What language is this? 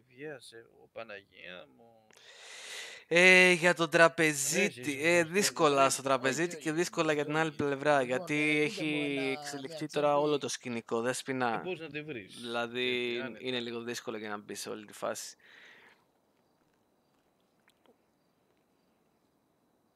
Greek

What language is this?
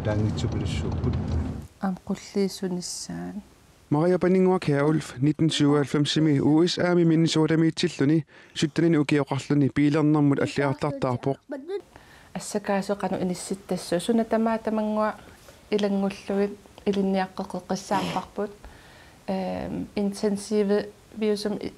Kalaallisut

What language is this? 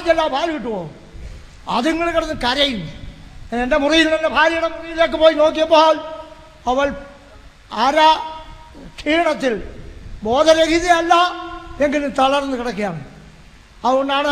Malayalam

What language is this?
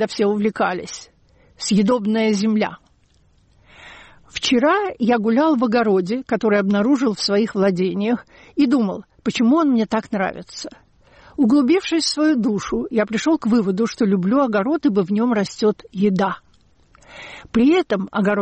Russian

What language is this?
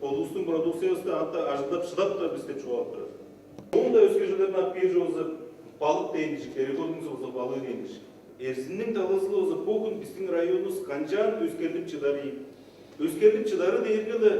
Tuvinian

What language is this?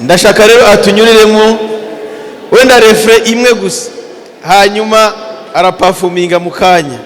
Kinyarwanda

